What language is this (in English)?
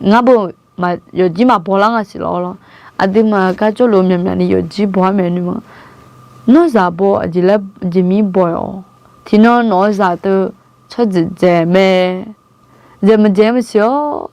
Akha